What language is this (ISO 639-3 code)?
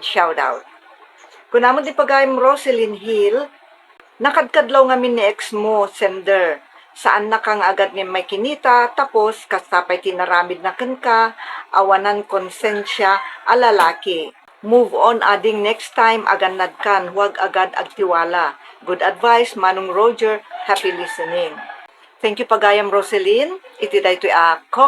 ilo